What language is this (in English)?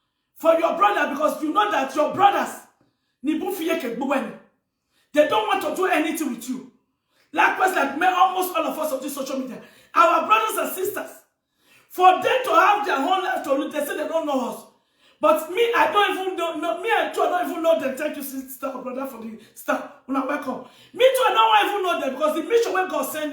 Nigerian Pidgin